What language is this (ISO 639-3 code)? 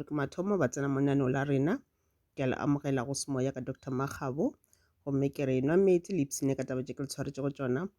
nso